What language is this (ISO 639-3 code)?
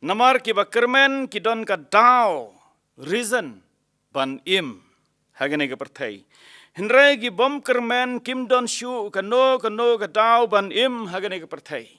kha